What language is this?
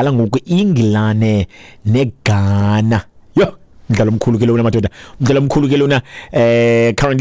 Xhosa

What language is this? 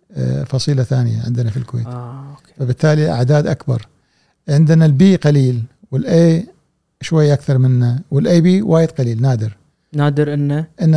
Gulf Arabic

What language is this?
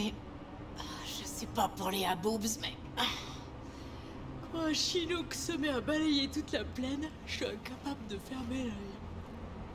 French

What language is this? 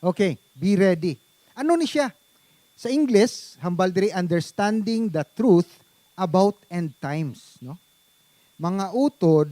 Hiligaynon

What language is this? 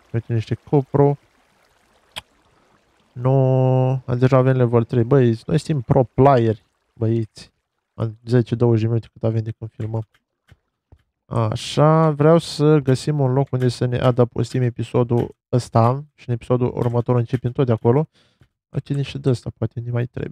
Romanian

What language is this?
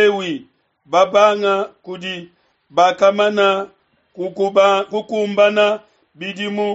Luba-Lulua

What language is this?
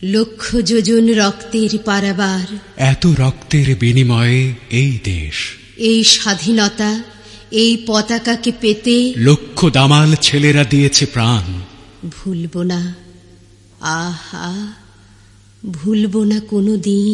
Bangla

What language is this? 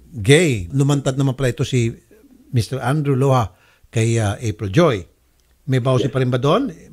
Filipino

